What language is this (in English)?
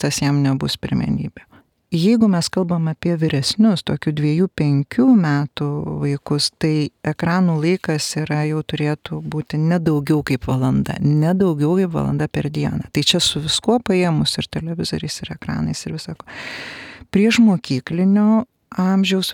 Lithuanian